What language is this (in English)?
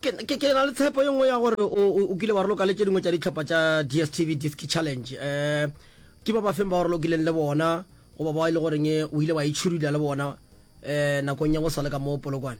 Northern Sotho